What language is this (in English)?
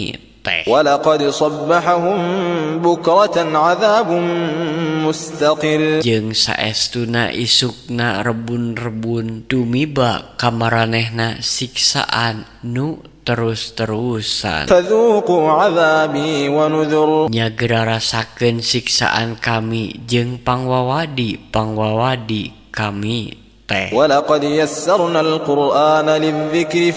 Sundanese